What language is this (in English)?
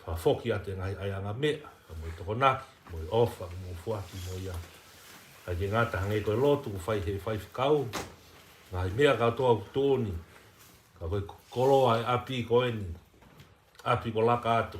Tongan